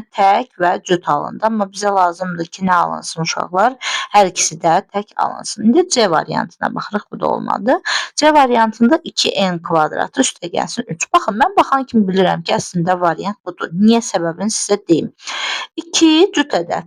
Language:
Azerbaijani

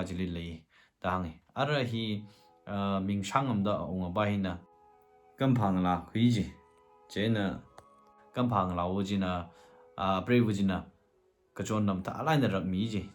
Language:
Tangkhul Naga (India)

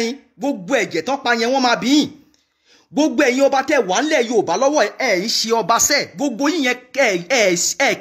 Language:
Yoruba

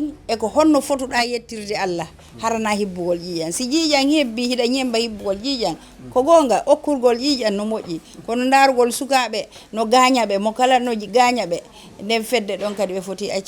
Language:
Fula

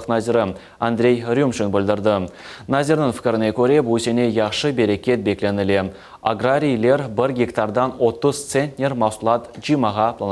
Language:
Crimean Tatar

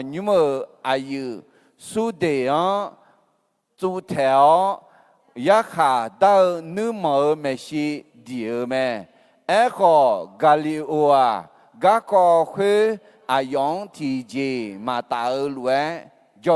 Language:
Akha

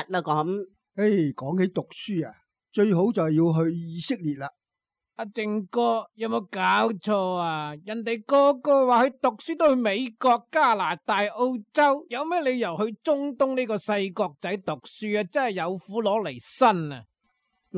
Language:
Cantonese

